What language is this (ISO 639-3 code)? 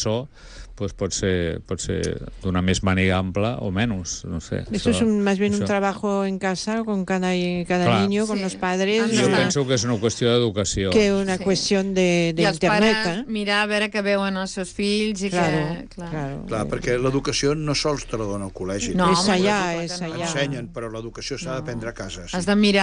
cat